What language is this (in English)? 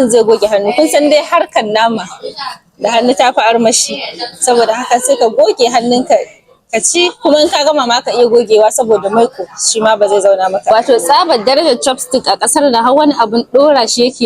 Hausa